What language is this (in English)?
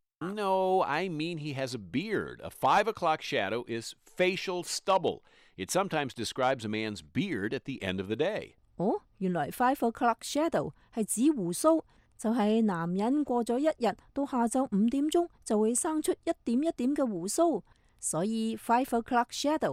Cantonese